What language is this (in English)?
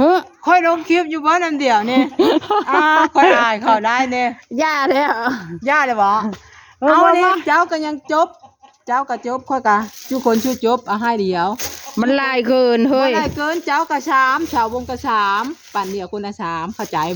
Northeastern Thai